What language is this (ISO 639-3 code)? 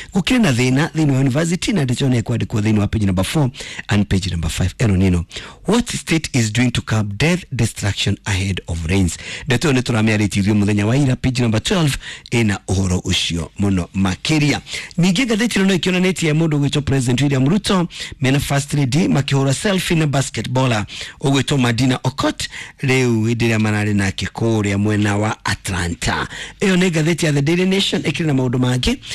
kik